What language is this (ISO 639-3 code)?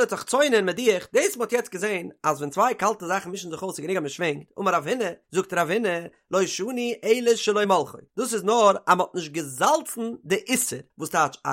yid